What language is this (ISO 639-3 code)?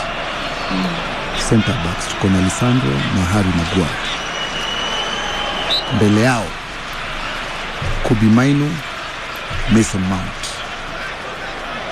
swa